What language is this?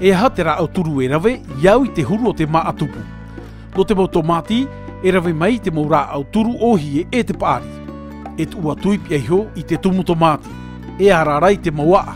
Tahitian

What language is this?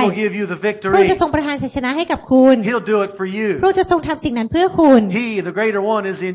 Thai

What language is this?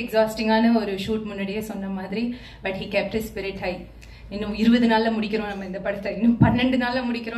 Tamil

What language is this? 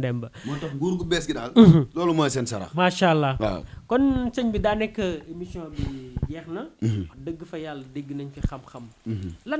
Wolof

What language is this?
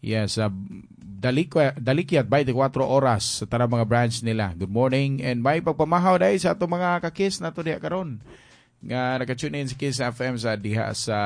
Cebuano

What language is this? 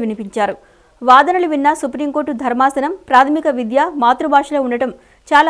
Telugu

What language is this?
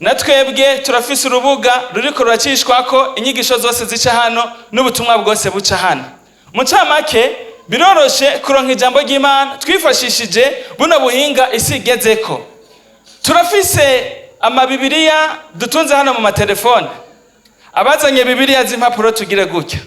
Rundi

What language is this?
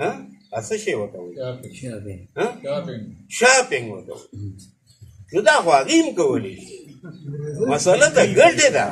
Pashto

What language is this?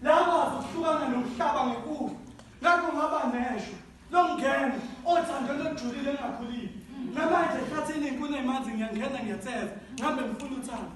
Zulu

